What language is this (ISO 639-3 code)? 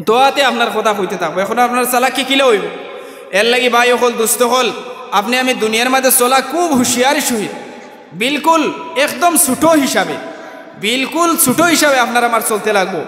syl